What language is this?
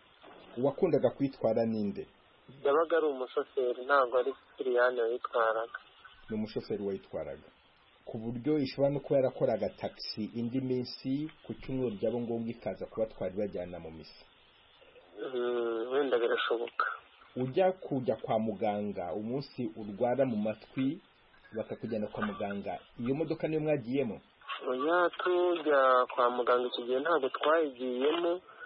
Kinyarwanda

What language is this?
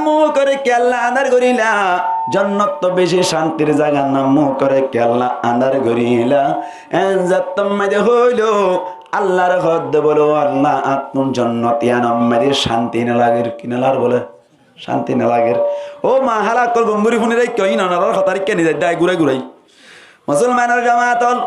Rohingya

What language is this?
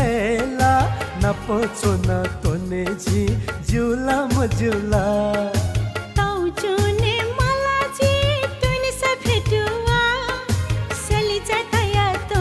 Newari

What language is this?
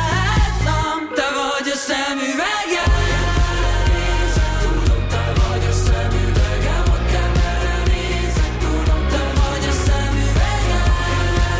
Hungarian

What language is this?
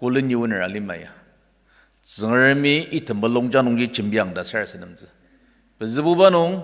Ao Naga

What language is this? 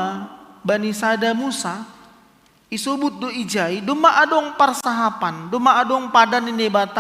Batak Simalungun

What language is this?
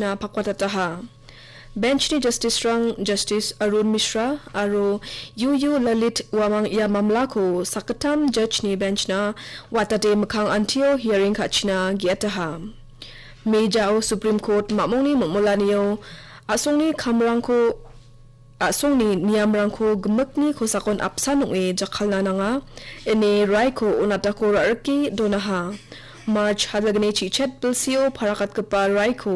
Garo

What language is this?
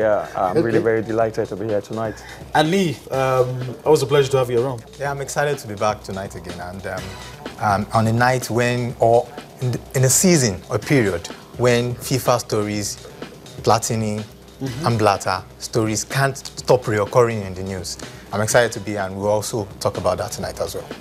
English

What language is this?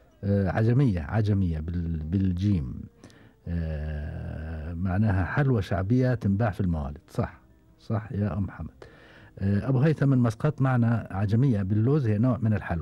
Gulf Arabic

